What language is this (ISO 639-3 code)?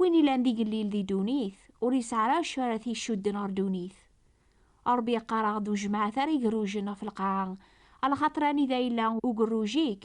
kab